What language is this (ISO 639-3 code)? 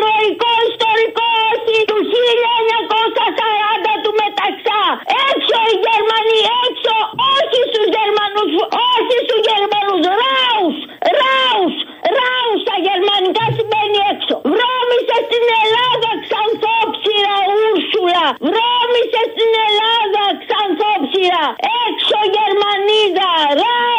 ell